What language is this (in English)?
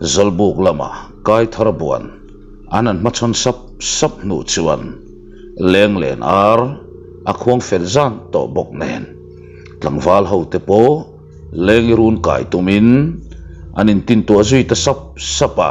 Mizo